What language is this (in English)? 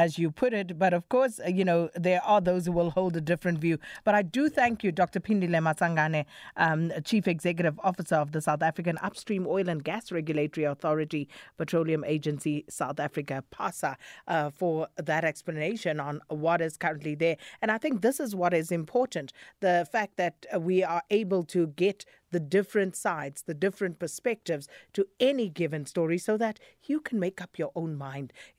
English